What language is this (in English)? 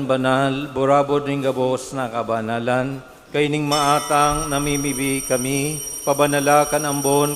Bikol